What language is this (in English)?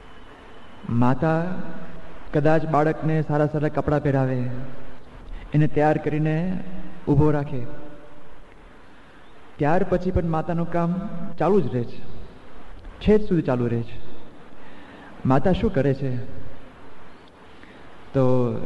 Gujarati